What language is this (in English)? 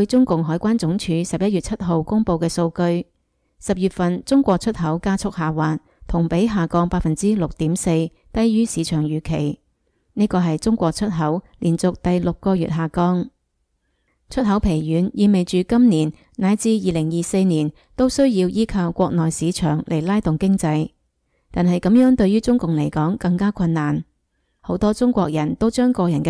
Cantonese